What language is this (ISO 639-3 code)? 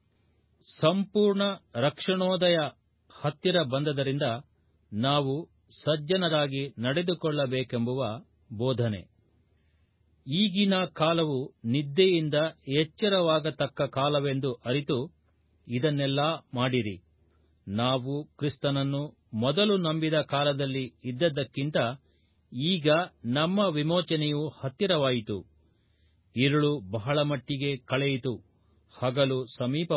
kan